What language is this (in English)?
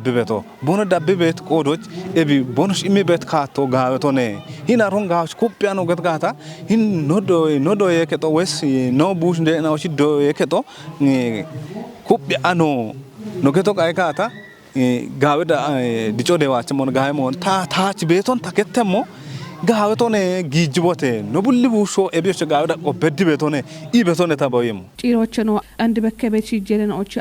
Kafa